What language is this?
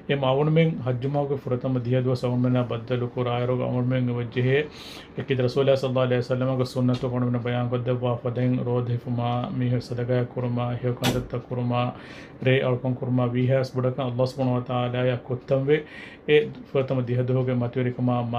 Divehi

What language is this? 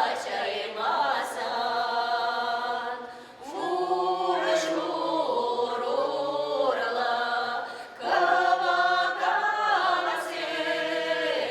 Chuvash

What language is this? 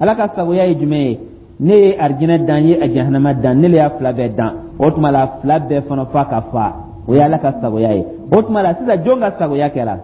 Dyula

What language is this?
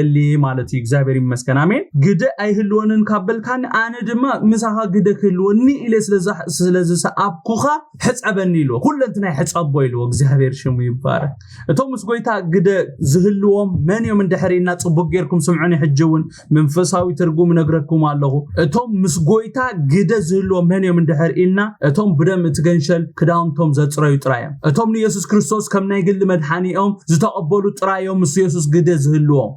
Tigrinya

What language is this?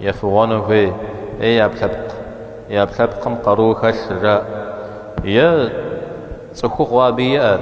Kabardian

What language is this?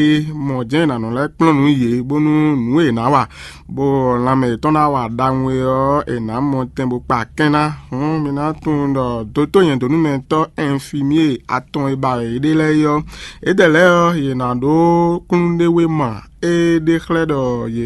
Fon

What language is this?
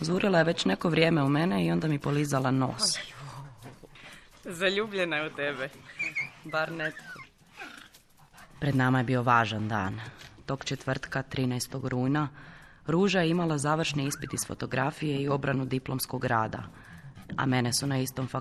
Croatian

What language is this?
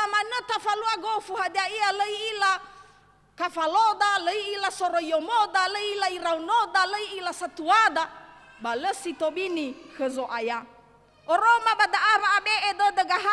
Nias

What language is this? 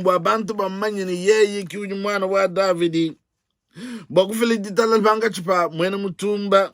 Luba-Lulua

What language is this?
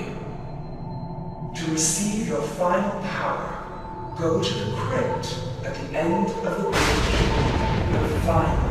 English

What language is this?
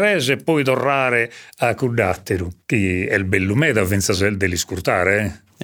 Sardinian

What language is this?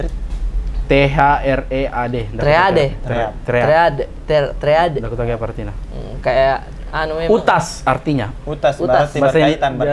Makassar Malay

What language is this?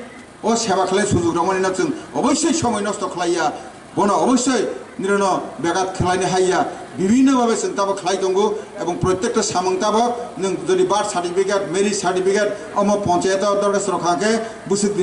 Kok Borok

